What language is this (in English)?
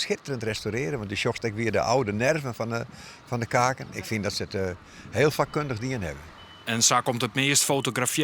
Western Frisian